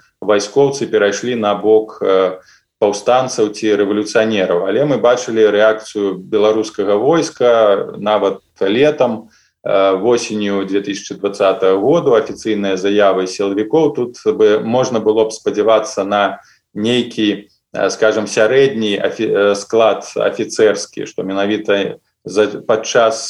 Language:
Belarusian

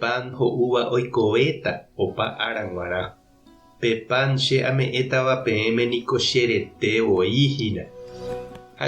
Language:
Guarani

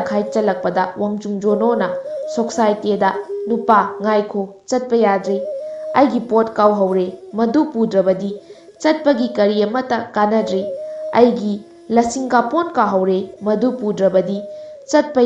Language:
Manipuri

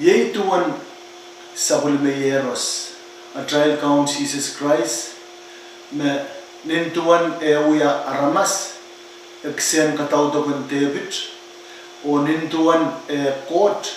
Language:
Pohnpeian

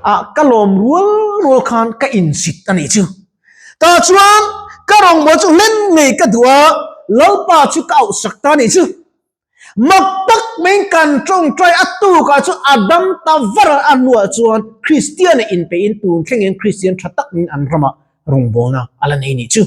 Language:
Mizo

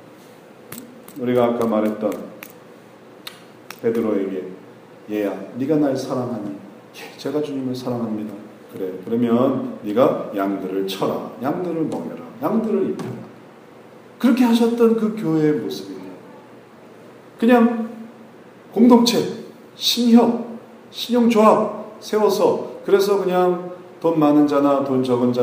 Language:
Korean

